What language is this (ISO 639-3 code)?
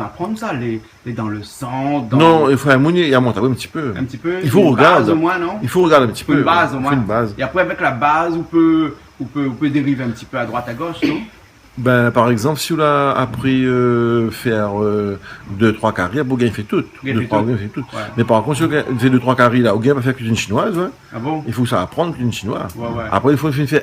rcf